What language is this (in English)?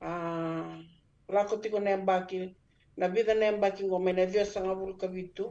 Fijian